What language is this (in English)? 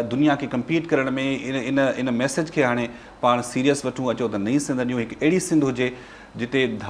Sindhi